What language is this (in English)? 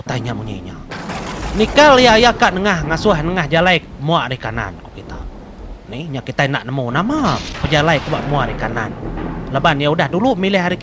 Iban